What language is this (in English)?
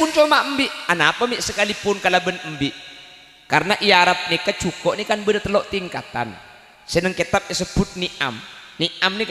Madurese